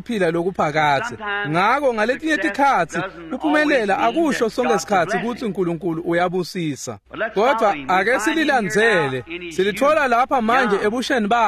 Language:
Swati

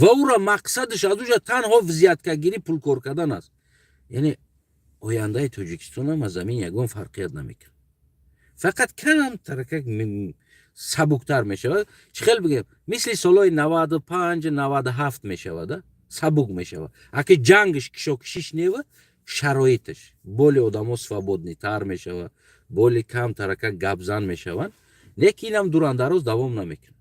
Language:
Tajik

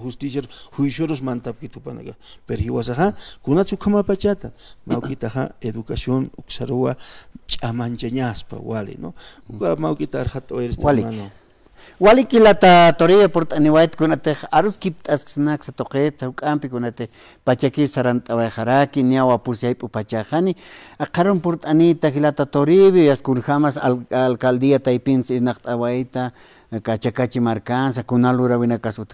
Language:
Aymara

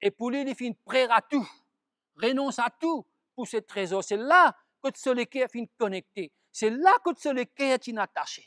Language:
Morisyen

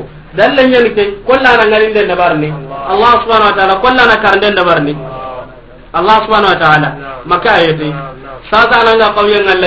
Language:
Soninke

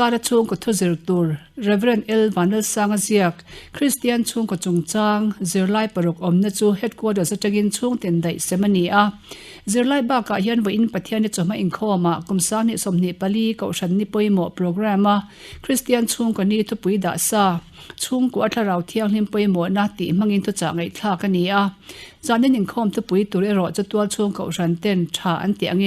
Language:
Mizo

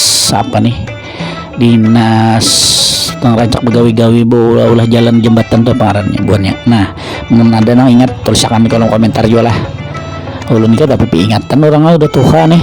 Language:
Banjar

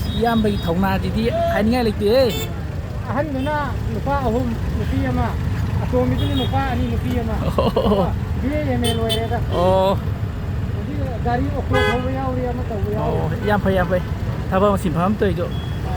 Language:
Manipuri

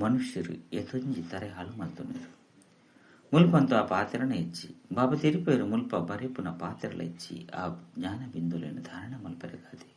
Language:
Tulu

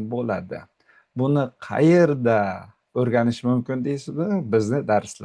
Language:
Uzbek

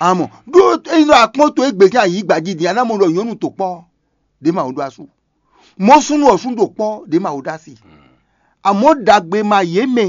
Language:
Fon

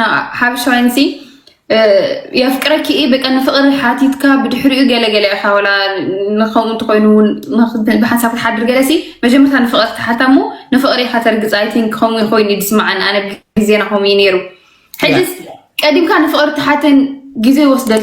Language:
Tigrinya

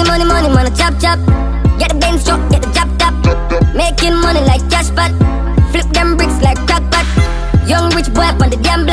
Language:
Jamaican Creole English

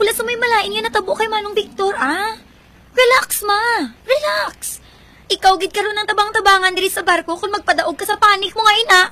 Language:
Hiligaynon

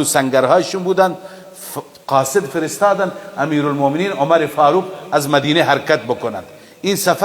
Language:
Persian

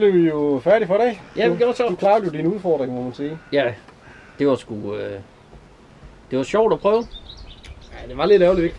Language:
Danish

